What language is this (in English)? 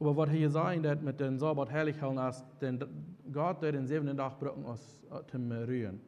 Plautdietsch